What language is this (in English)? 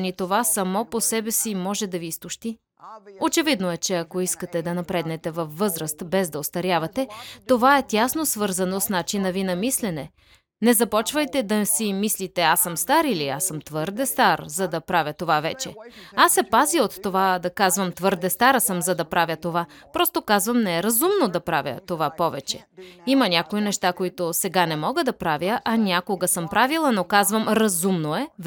Bulgarian